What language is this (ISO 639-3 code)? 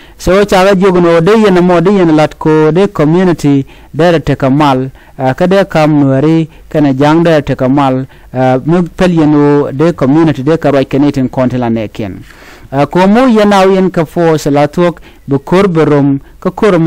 nus